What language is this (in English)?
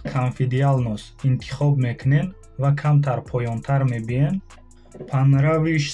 Tajik